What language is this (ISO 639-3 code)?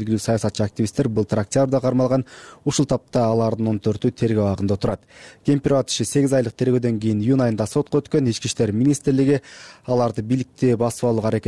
kir